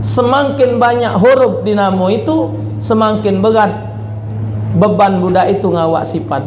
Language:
Musi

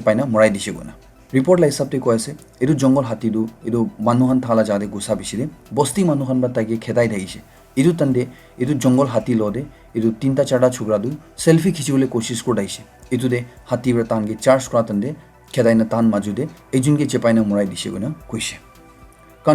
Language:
Naga Pidgin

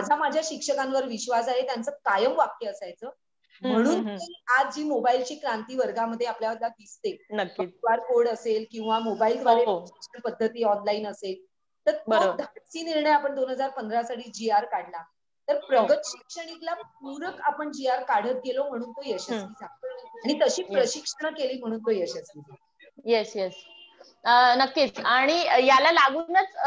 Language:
Marathi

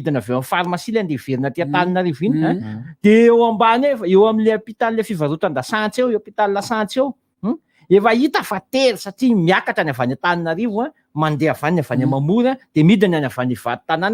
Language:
Malagasy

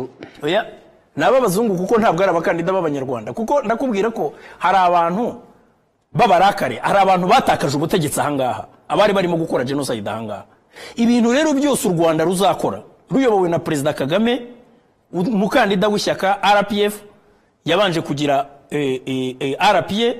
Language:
Kinyarwanda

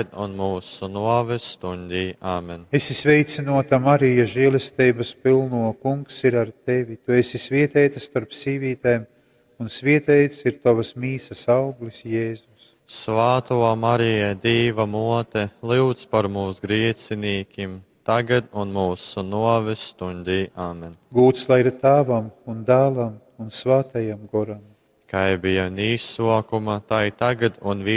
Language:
Latgalian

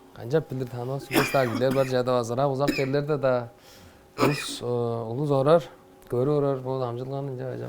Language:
Tuvinian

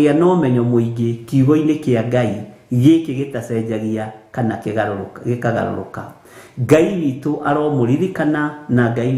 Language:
Kikuyu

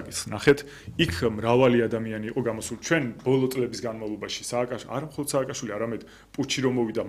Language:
Georgian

